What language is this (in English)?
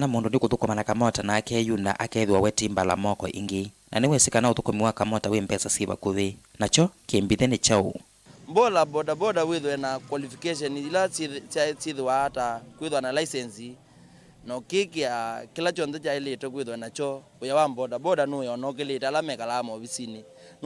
Kamba